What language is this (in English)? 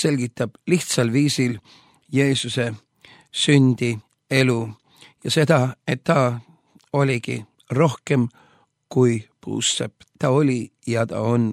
Estonian